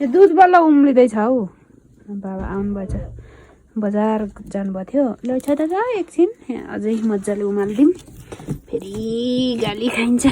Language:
Nepali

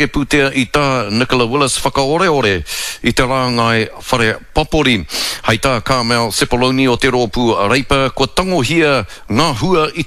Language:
Māori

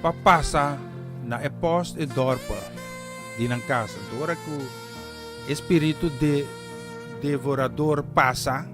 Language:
Papiamento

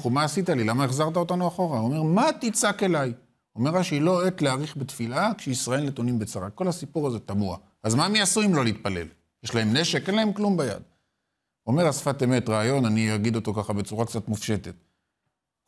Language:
Hebrew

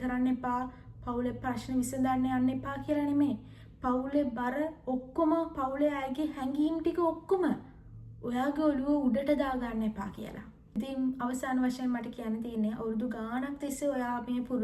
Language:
Sinhala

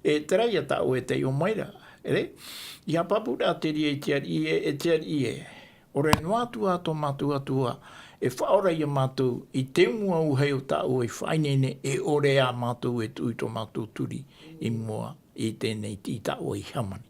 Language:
Tahitian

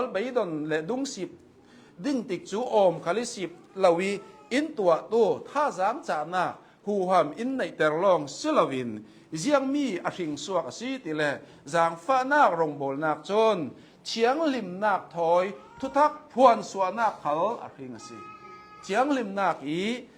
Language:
Hakha Chin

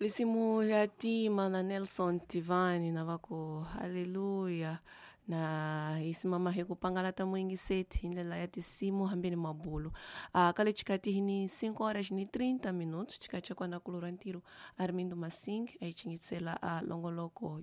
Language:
Tsonga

